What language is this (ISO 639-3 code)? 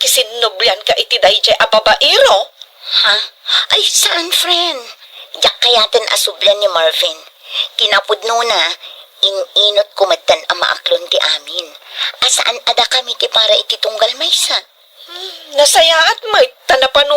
ilo